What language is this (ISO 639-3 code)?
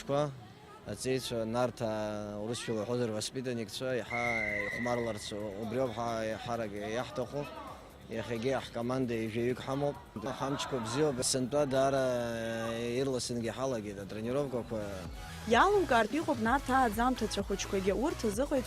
abk